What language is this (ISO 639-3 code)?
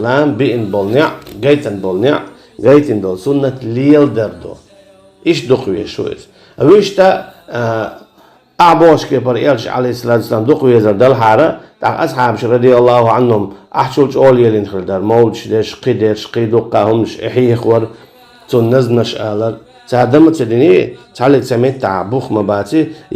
che